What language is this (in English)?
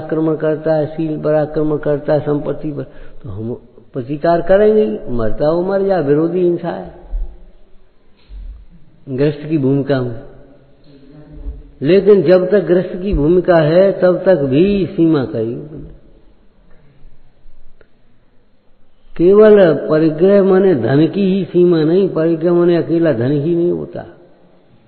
Hindi